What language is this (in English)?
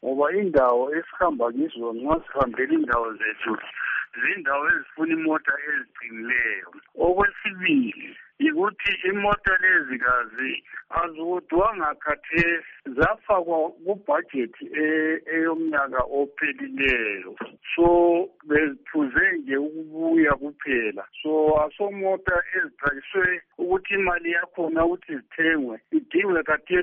North Ndebele